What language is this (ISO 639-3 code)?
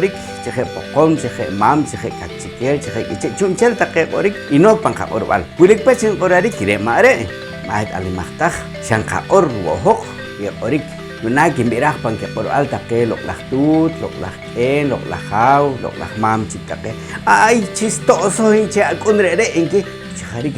poh